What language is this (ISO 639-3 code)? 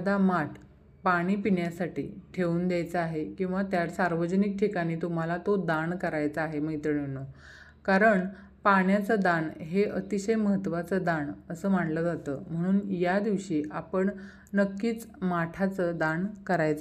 mar